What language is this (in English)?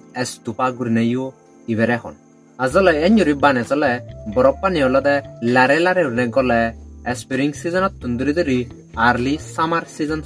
Chakma